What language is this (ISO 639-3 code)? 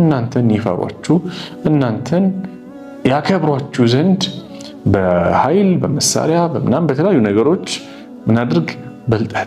amh